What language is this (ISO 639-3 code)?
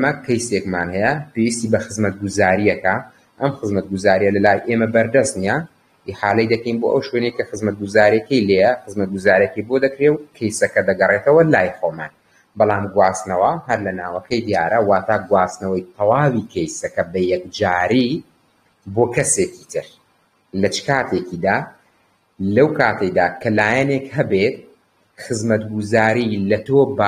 ckb